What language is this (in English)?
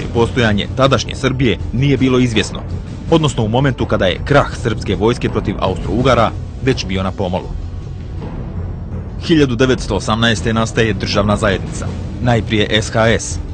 Bosnian